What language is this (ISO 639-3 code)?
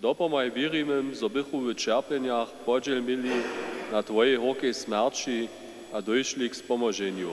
hsb